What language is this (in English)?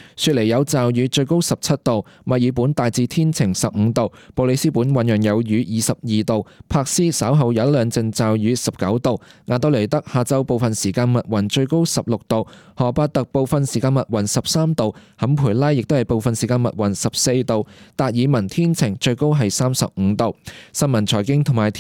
Cantonese